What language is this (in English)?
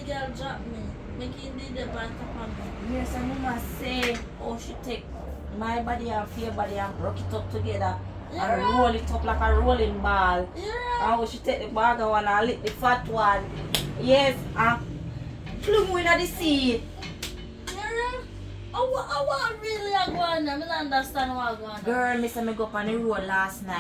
Jamaican Creole English